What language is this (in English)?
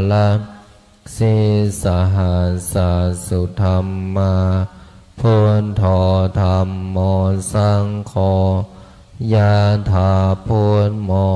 Pali